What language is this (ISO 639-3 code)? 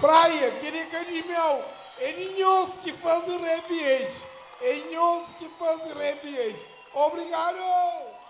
kea